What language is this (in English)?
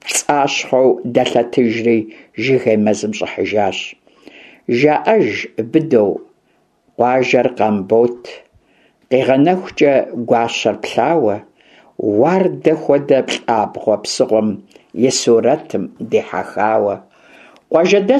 Kabardian